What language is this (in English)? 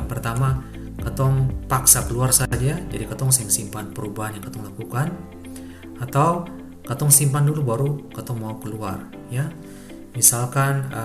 Ambonese Malay